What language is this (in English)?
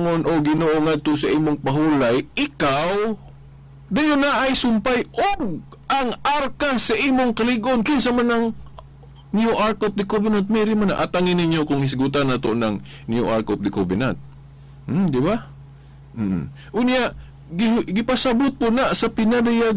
Cebuano